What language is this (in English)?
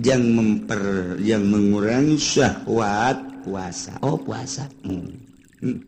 Sundanese